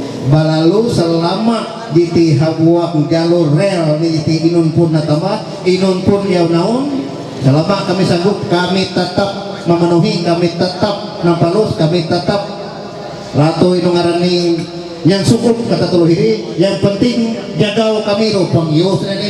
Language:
Ma'anyan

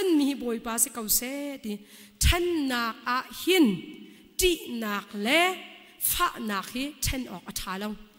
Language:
Hakha Chin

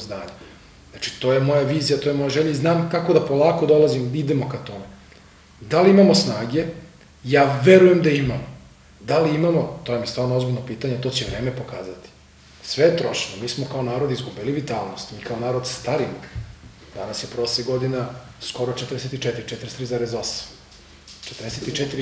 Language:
Serbian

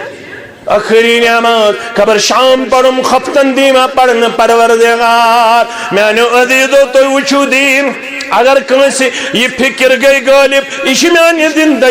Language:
Kashmiri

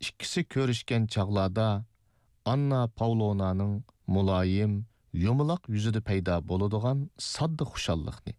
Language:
Uyghur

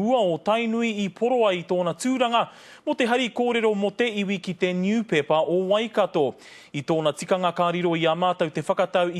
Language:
Māori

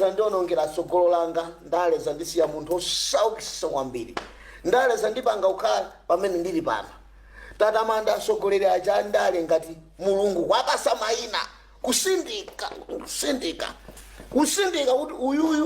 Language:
Nyanja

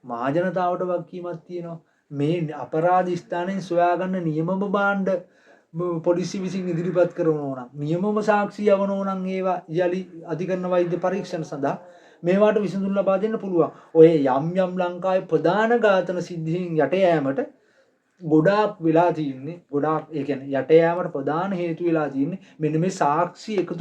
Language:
Sinhala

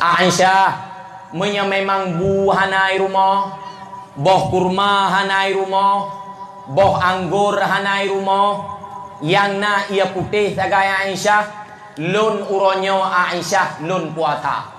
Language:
Achinese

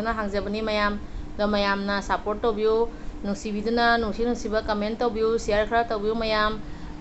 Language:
Manipuri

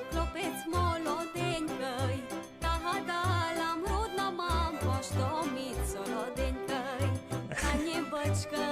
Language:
Rusyn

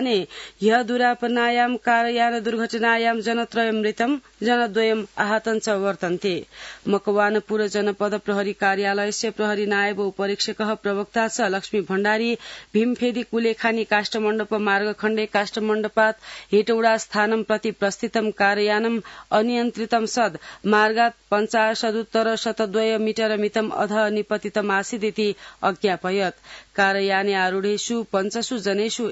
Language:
Sanskrit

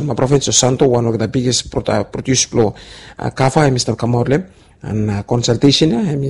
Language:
Bislama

